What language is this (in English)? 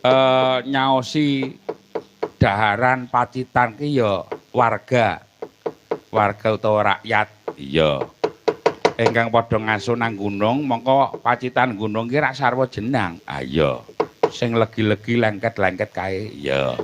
Javanese